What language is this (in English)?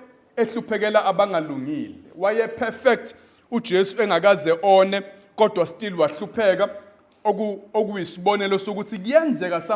Zulu